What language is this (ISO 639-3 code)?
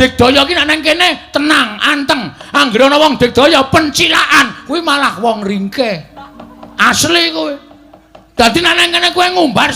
jav